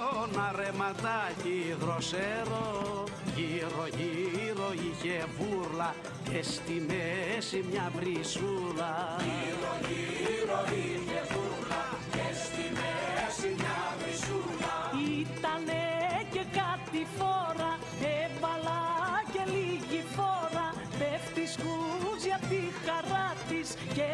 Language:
Greek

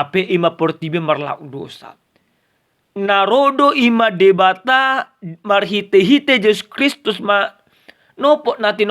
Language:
Batak Toba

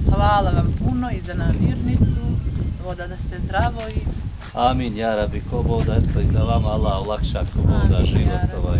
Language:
Bosnian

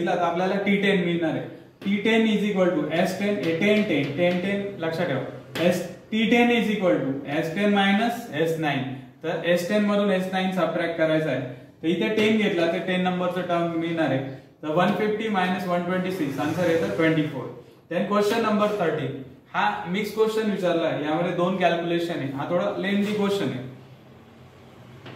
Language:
Marathi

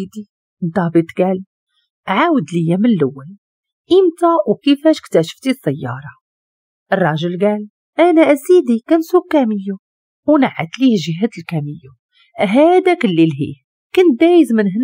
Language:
Moroccan Arabic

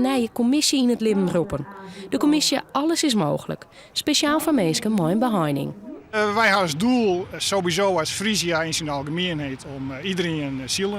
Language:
Western Frisian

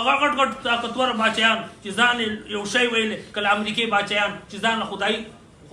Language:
Pashto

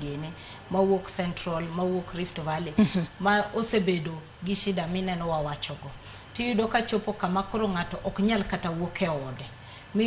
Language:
Luo (Kenya and Tanzania)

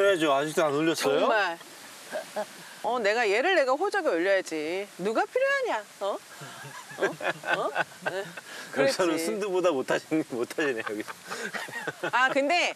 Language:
Korean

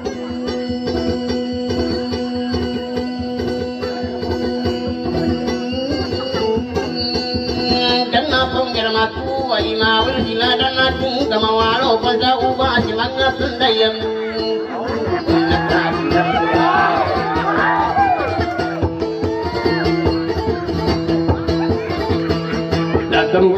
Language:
Malay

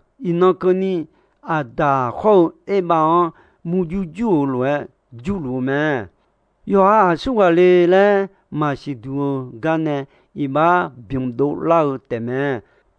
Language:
Akha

